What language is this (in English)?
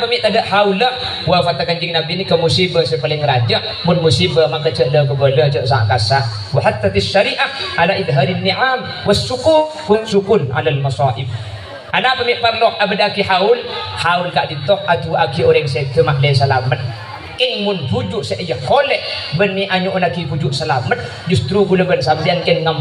Madurese